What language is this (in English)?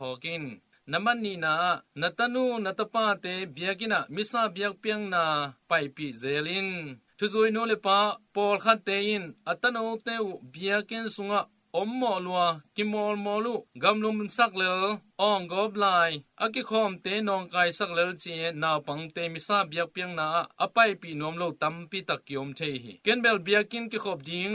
Tedim Chin